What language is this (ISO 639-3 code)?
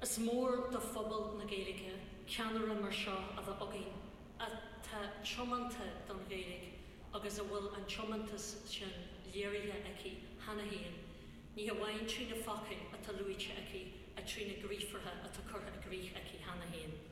gle